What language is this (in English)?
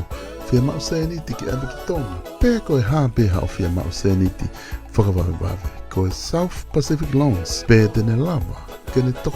Tongan